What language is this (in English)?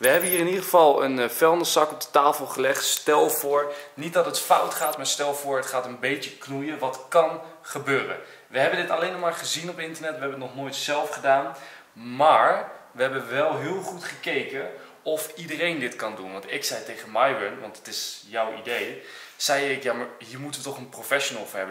Dutch